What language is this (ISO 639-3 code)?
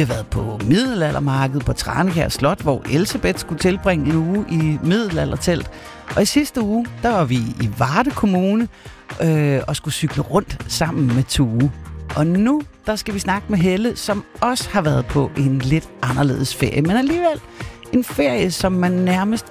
dan